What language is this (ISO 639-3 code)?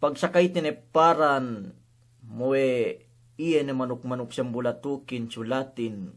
yka